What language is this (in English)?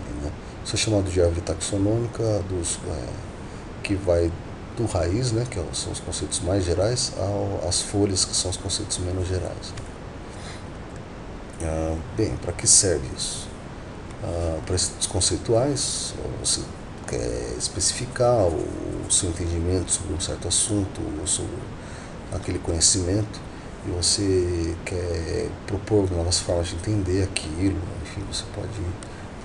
Portuguese